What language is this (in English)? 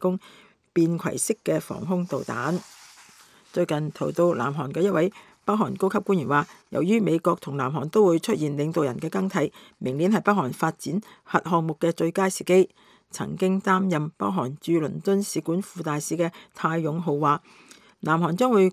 Cantonese